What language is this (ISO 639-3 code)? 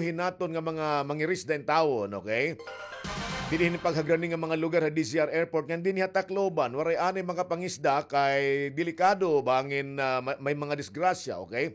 war